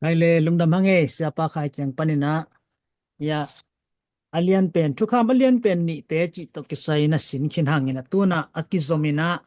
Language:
Tedim Chin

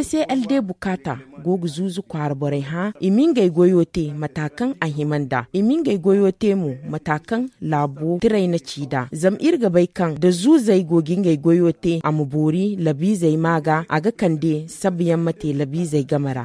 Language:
Zarma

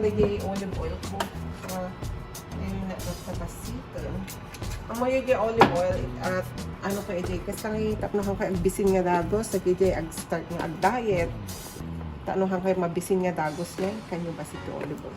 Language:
Iloko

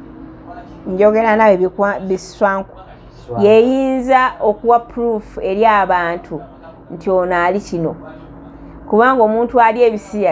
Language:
Ganda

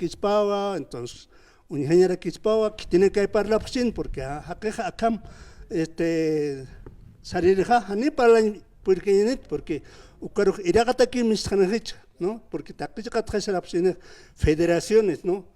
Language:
Aymara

